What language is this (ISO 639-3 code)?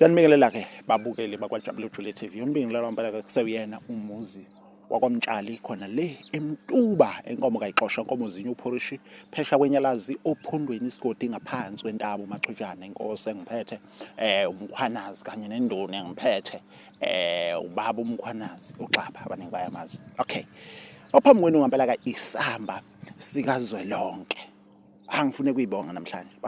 zul